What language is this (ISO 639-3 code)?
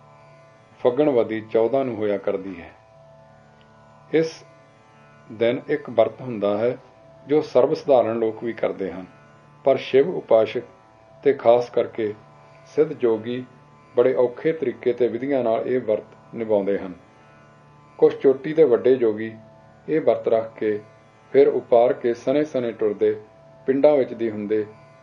pan